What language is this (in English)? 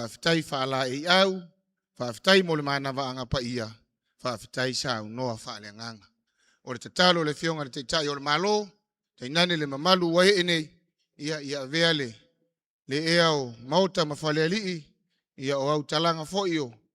Samoan